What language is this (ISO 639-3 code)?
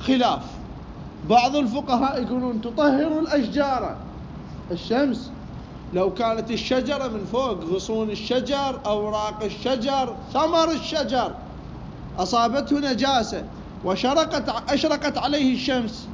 acm